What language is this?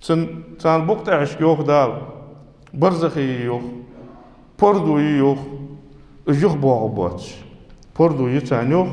Ingush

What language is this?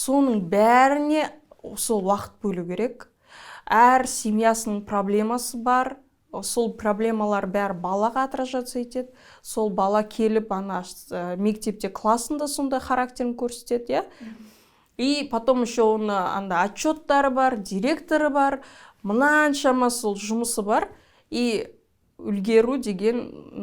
Kazakh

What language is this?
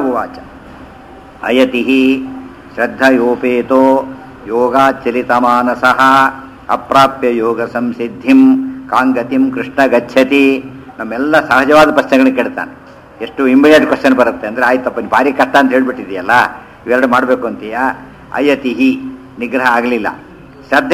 Kannada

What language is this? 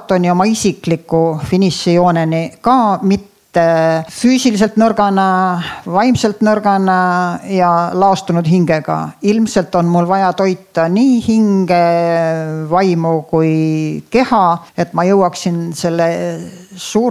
Estonian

